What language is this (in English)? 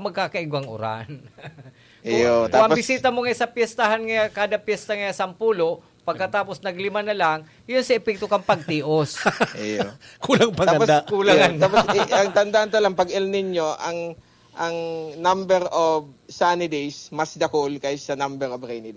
Bikol